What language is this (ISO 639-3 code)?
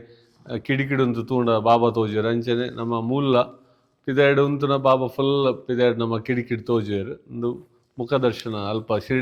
tcy